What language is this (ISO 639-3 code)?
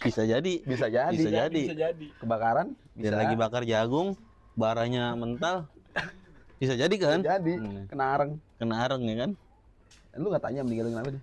bew